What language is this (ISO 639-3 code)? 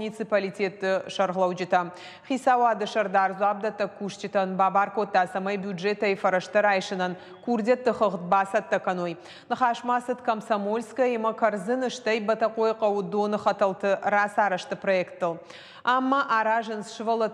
oss